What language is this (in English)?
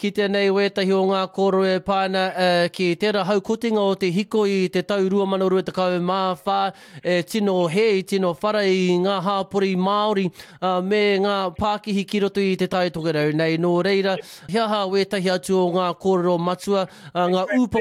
Māori